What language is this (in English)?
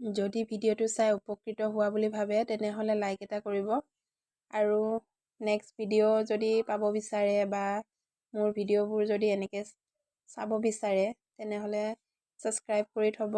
Assamese